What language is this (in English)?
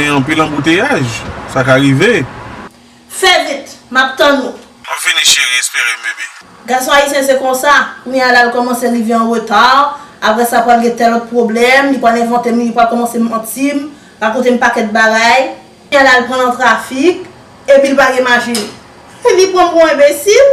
Haitian Creole